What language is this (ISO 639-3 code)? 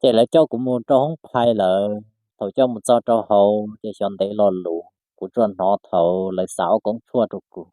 hmn